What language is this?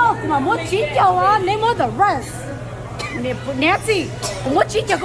Hmong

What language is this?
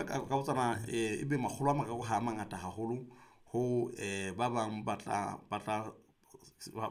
Southern Sotho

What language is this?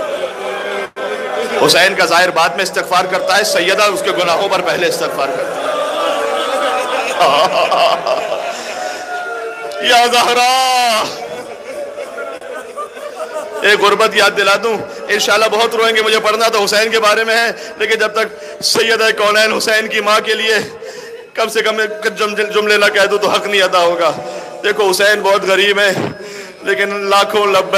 Urdu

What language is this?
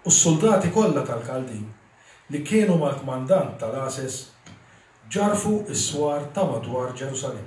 Maltese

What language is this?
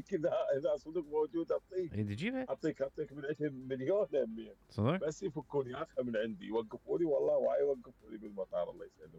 Mesopotamian Arabic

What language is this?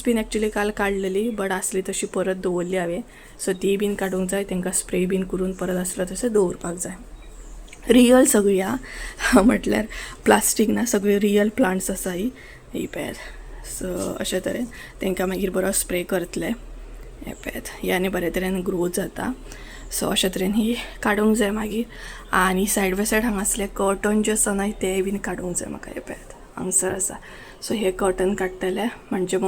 Konkani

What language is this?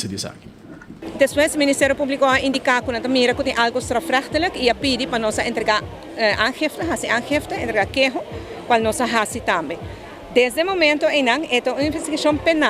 Papiamento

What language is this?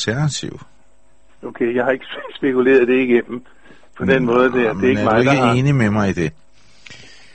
Danish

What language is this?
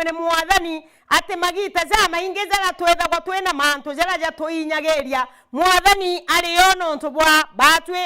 Meru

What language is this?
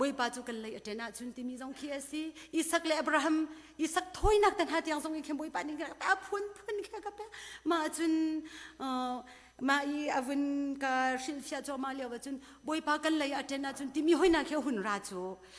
Hakha Chin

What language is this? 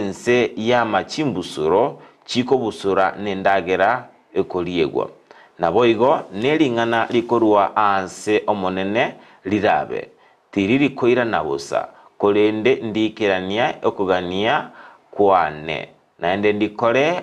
Gusii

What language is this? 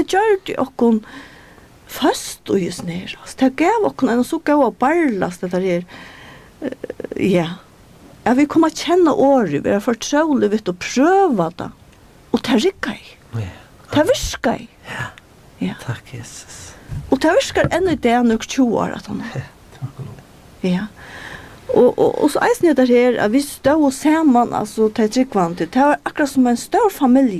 Faroese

